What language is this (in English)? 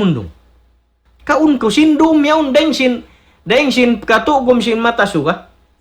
Tausug